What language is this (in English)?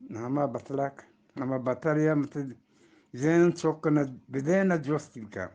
Eastern Balochi